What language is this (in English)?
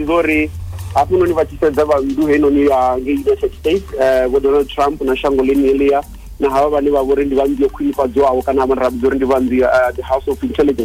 Venda